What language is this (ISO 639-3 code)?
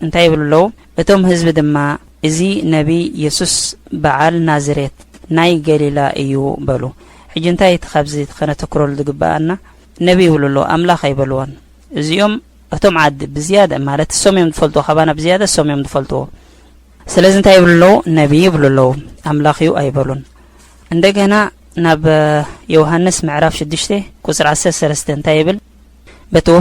tir